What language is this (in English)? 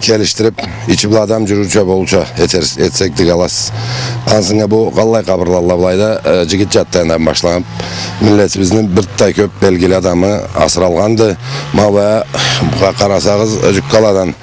Karachay-Balkar